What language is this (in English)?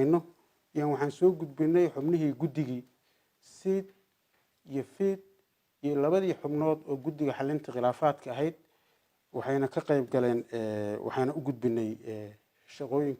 Somali